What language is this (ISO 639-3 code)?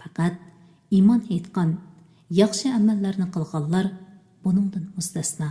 uig